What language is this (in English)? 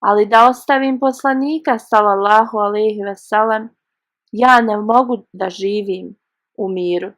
Bosnian